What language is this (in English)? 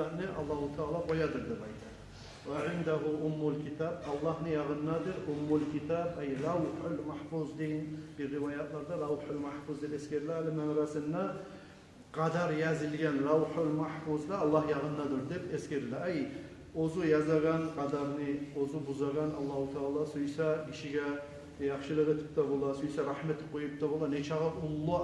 Kumyk